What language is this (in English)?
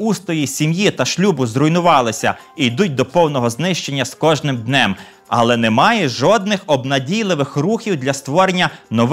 Ukrainian